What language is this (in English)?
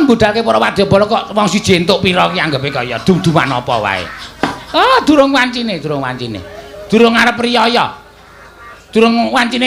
Javanese